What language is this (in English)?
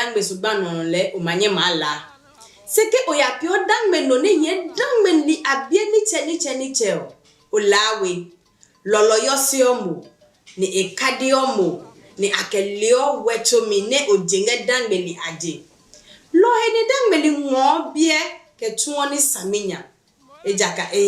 Adangme